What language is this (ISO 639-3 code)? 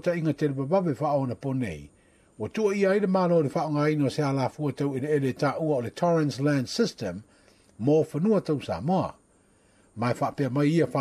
smo